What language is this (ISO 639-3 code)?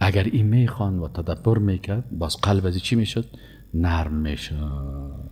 fas